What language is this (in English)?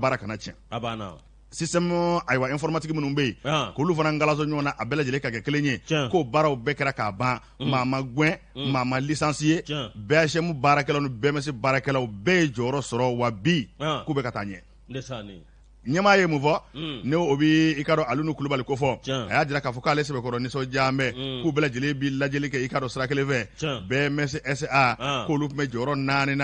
Bambara